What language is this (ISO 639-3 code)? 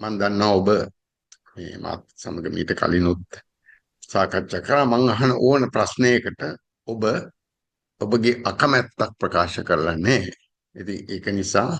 sin